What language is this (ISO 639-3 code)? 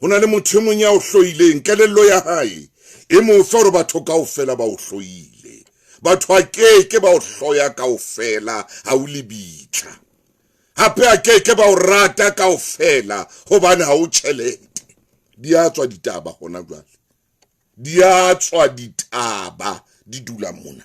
sot